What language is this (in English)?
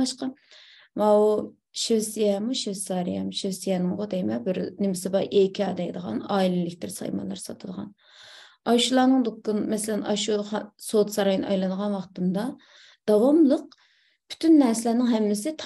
Uyghur